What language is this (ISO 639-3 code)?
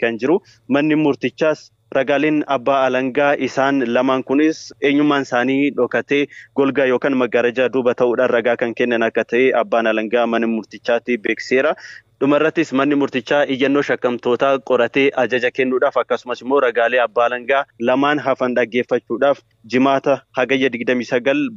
orm